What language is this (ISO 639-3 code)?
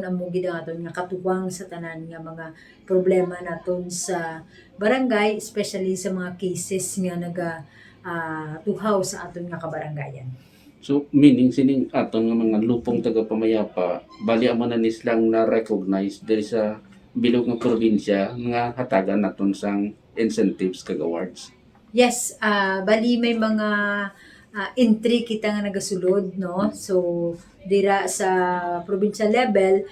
hil